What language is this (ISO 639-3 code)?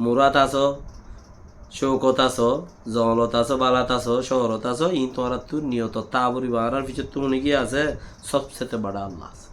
rhg